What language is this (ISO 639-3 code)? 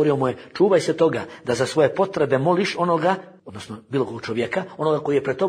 bos